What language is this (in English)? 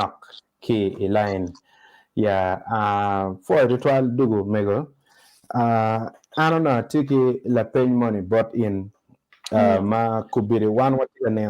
Acoli